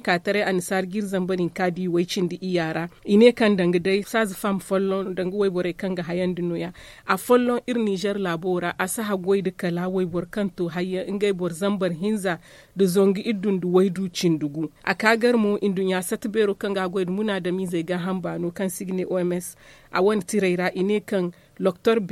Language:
Zarma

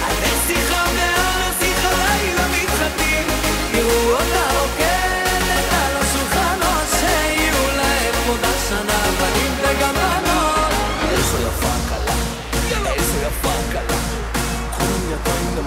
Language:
Hebrew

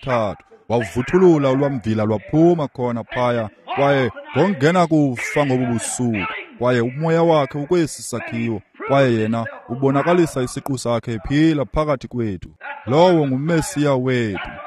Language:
Xhosa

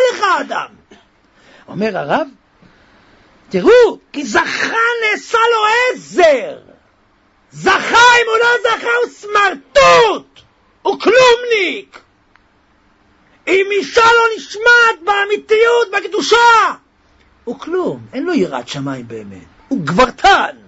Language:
Hebrew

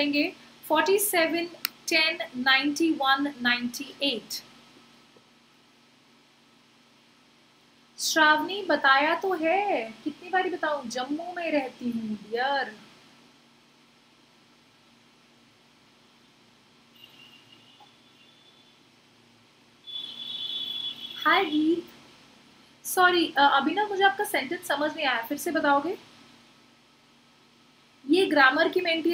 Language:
Hindi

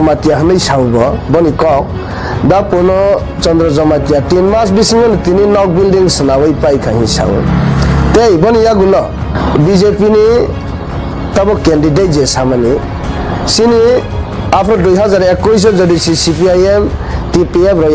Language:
Kok Borok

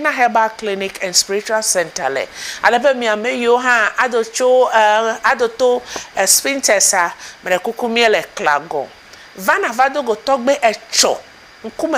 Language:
Ewe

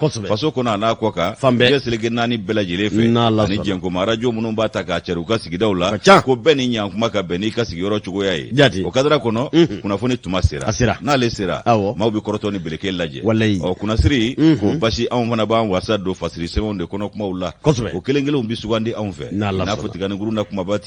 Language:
Bambara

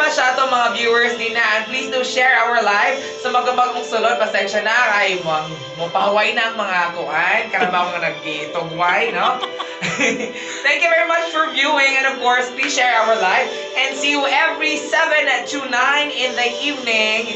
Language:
Cebuano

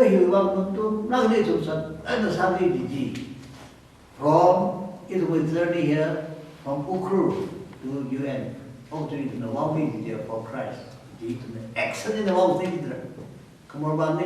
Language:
Tangkhul Naga (India)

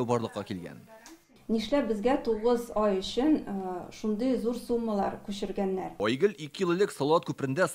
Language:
Tatar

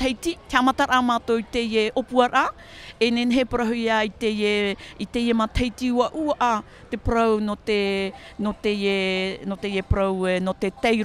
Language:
Tahitian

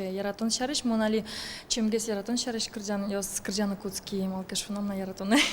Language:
Udmurt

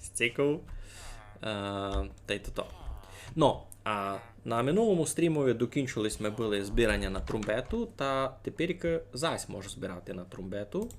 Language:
Rusyn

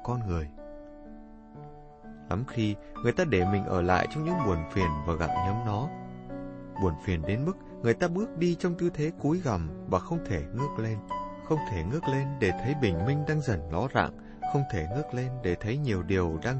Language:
Vietnamese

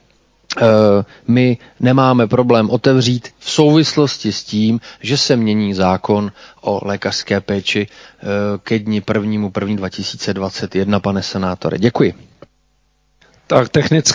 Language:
Czech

